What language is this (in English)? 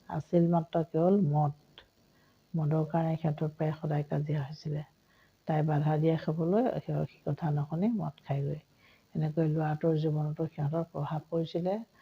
Assamese